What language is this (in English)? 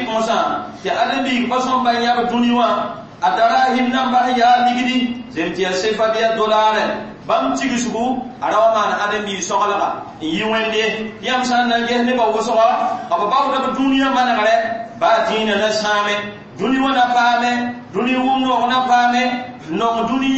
Mossi